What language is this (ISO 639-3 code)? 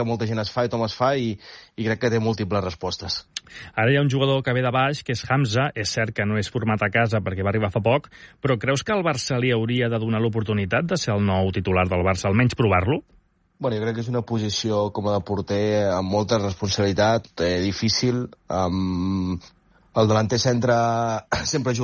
cat